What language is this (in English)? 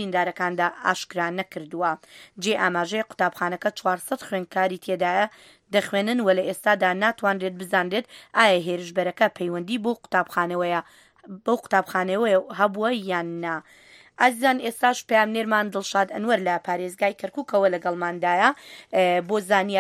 Central Kurdish